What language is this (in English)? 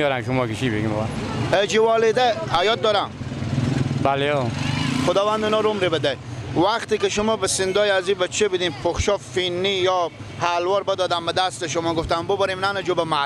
Persian